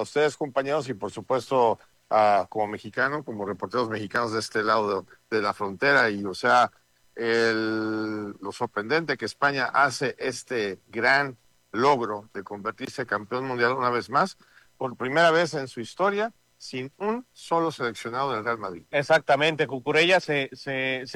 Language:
Spanish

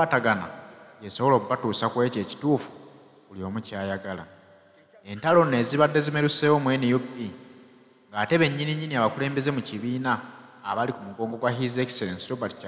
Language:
Ganda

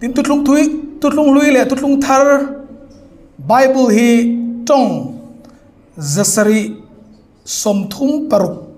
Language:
Hmar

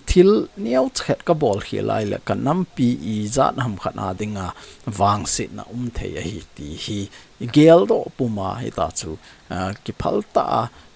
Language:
Thado Chin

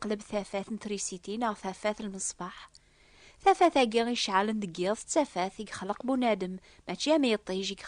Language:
Kabyle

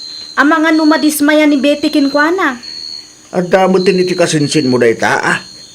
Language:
Iloko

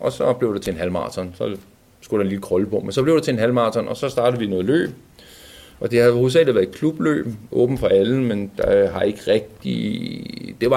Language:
Danish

